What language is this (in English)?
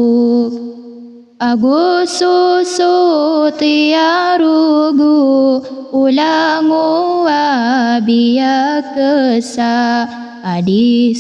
Maranao